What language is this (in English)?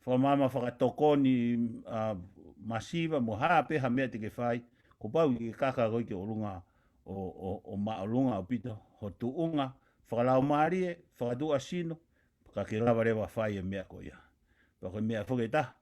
Tongan